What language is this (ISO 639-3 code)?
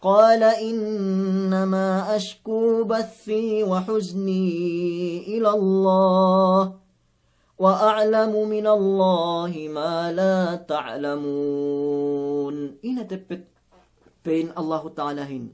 yka